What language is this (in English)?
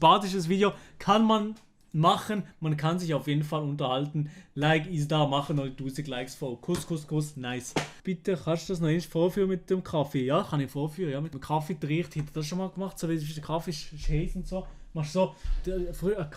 Swiss German